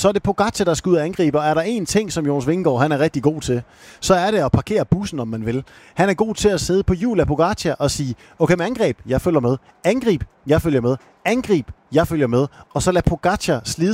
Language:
Danish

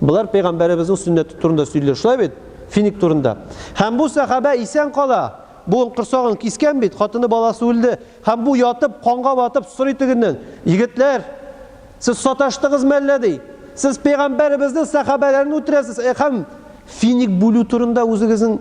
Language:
Tatar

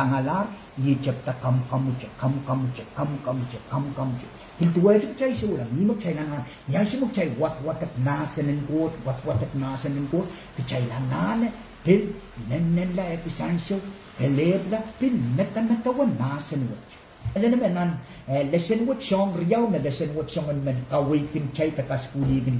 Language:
Pohnpeian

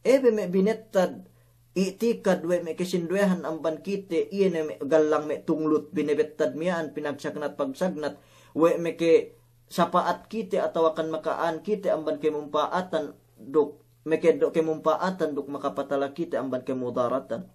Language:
Yakan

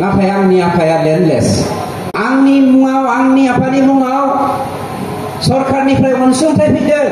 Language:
Bodo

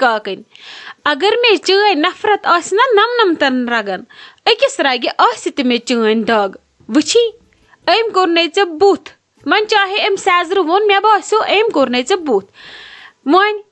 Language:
Kashmiri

